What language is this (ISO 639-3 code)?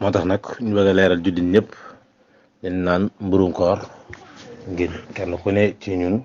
wol